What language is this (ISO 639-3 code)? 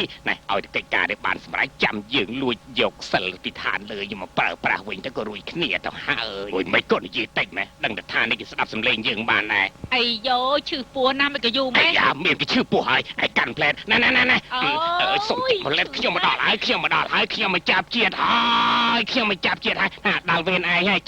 khm